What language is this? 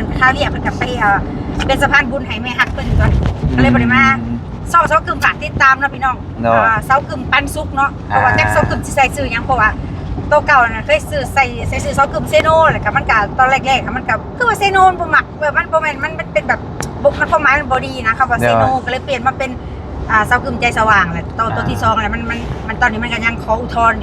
Lao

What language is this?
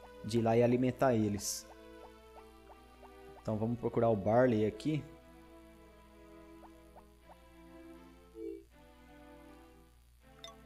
Portuguese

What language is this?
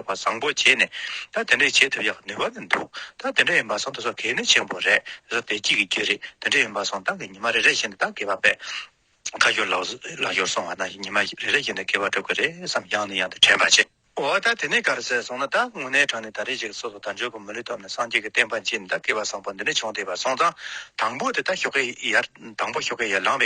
Tibetan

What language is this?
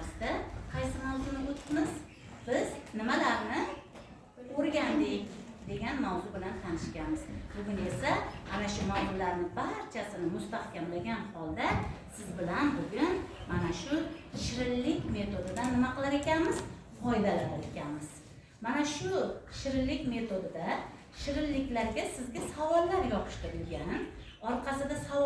Uzbek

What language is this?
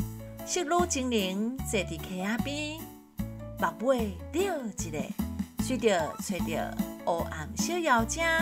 Min Nan Chinese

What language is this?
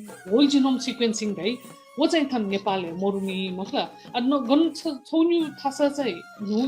Newari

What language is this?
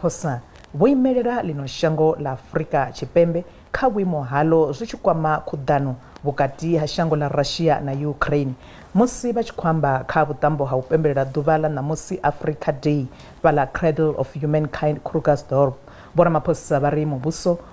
Venda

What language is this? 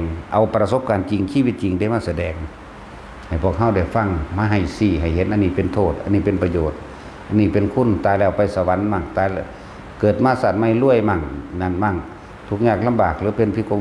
Northeastern Thai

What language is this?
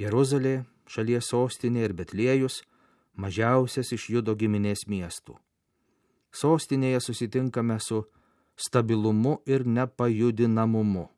Lithuanian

